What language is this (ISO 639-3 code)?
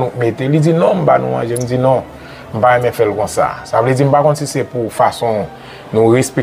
hat